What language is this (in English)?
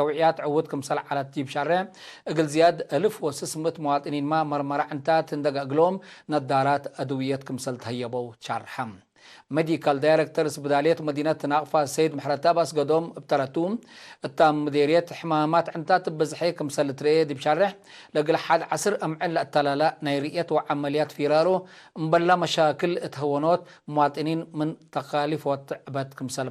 Tigre